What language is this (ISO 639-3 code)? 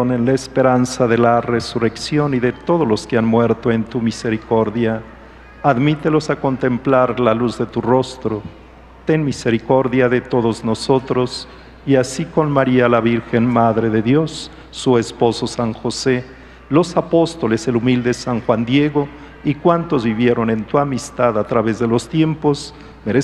spa